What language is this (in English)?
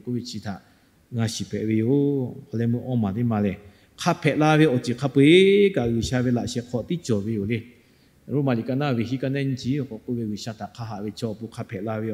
Lahu